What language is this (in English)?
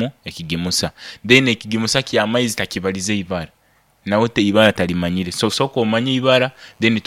Nyoro